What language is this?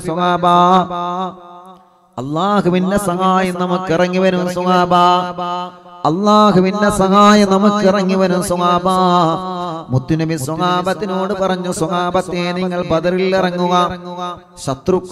Malayalam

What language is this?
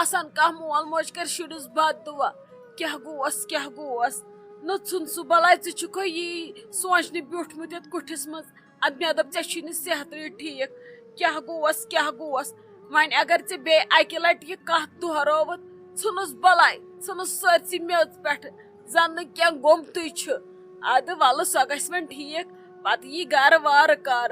Kashmiri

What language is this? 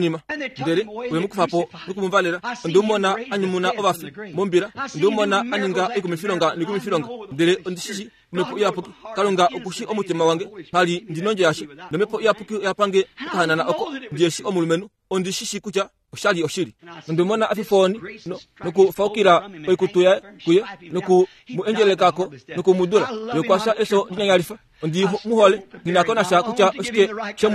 Kuanyama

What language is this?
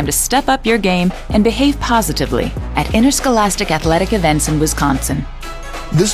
English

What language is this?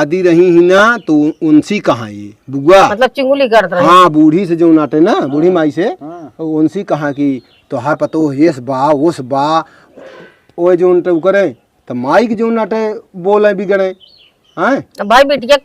Awadhi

